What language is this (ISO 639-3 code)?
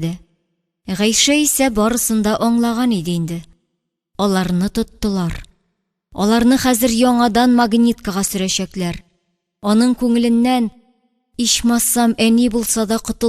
tat